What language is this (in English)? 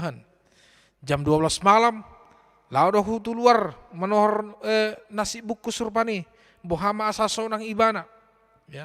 Batak Toba